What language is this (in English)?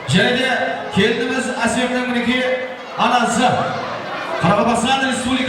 Kara-Kalpak